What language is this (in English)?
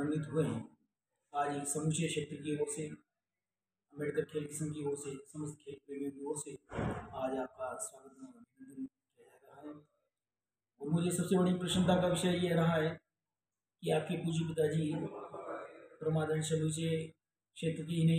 Hindi